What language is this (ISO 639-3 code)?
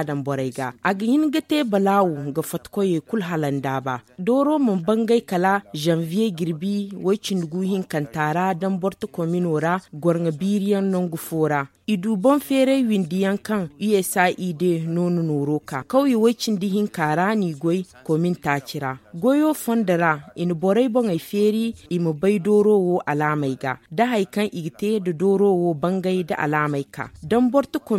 dje